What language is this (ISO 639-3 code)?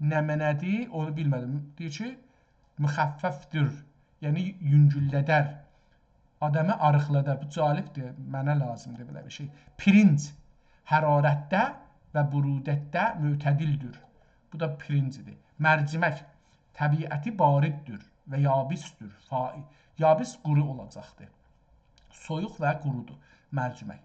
azb